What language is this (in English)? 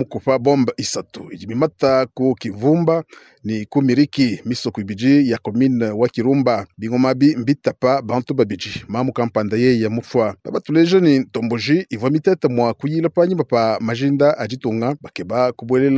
Luba-Lulua